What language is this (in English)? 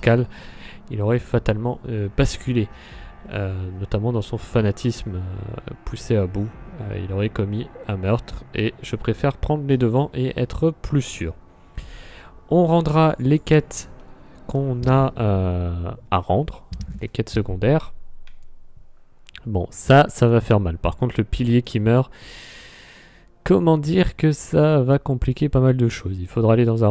French